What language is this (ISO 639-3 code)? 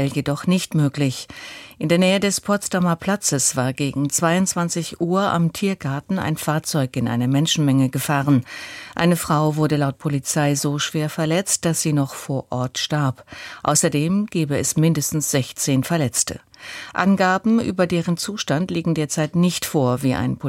deu